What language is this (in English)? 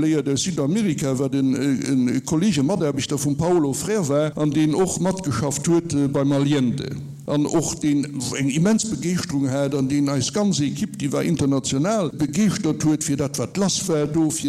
Luxembourgish